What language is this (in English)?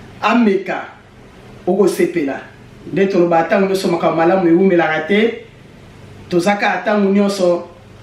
Lingala